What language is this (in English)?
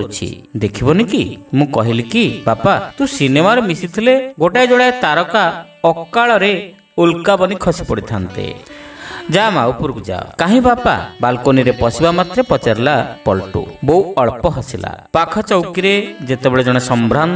Odia